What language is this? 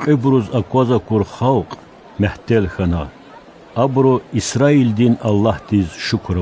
Lezghian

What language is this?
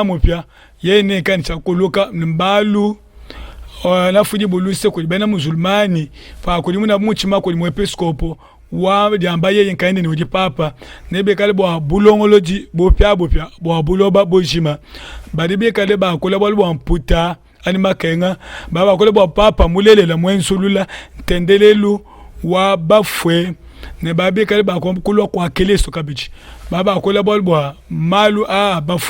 Luba-Lulua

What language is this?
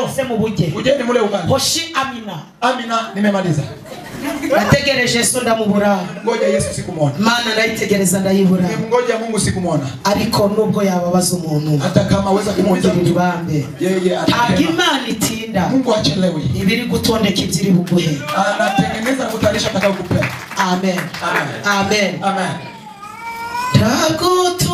Kinyarwanda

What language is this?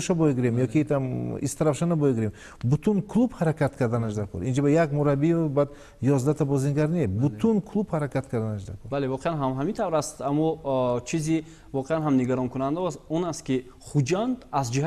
Tajik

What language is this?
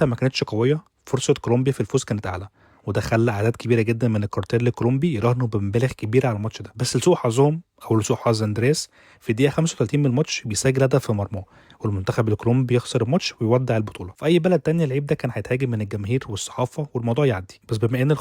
Egyptian Arabic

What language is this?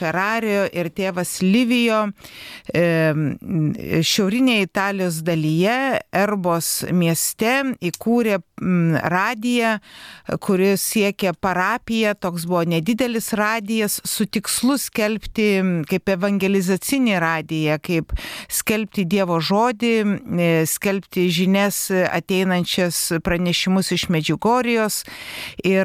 Lithuanian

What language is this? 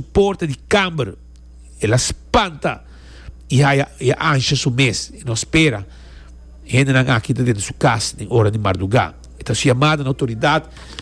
Papiamento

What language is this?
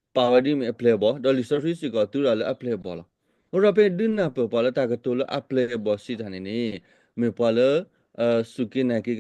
S'gaw Karen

